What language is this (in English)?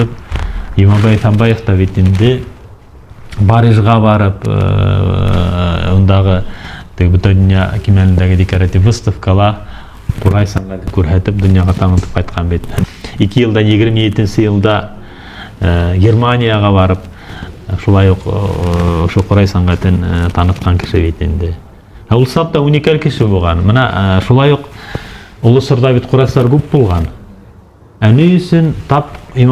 Bashkir